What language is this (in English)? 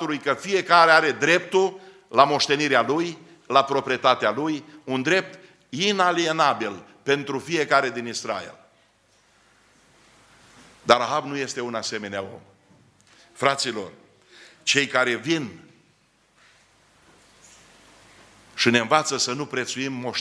Romanian